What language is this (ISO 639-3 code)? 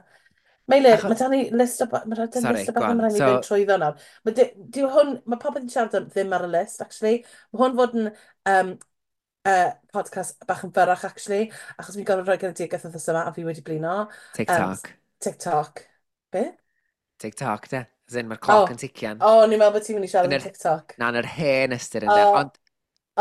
cym